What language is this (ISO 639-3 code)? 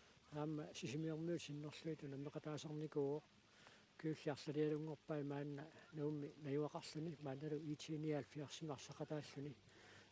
kal